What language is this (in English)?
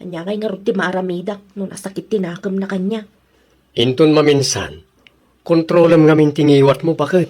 Iloko